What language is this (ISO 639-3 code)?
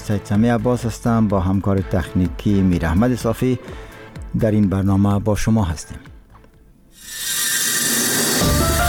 fas